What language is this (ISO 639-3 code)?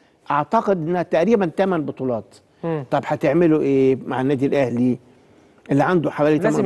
arz